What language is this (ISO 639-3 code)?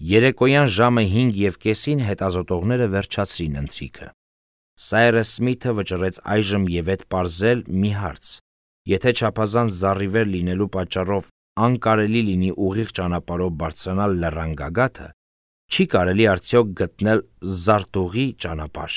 hye